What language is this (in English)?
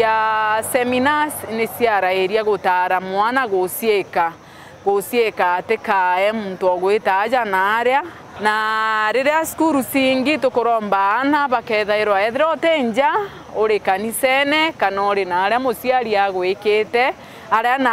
Meru